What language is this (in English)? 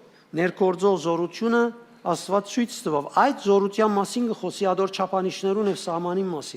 Western Armenian